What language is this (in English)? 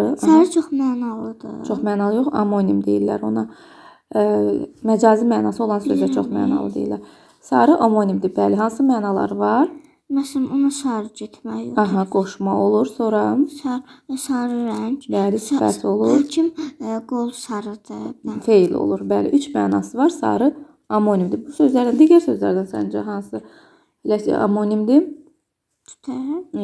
Azerbaijani